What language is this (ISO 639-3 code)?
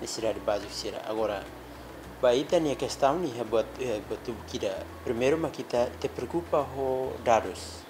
tet